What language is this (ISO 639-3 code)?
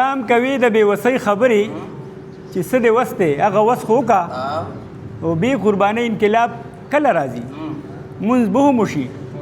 pus